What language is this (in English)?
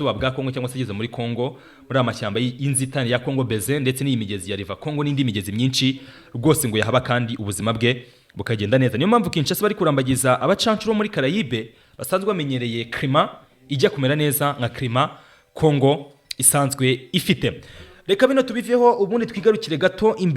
Kinyarwanda